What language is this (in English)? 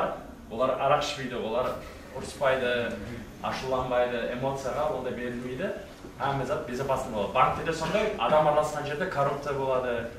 Kara-Kalpak